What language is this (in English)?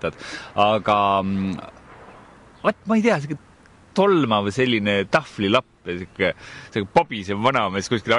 Estonian